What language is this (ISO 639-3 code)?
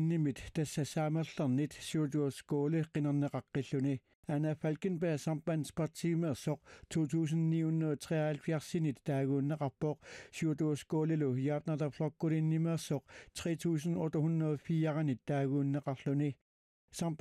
kal